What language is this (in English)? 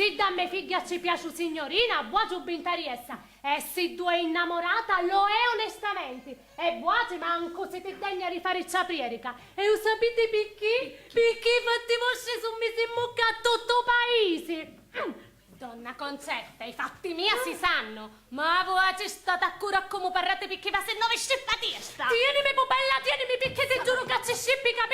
Sicilian